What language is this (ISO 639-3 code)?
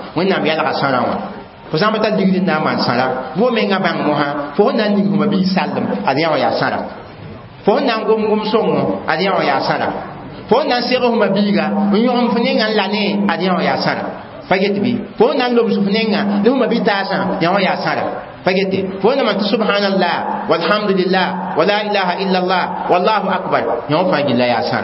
mos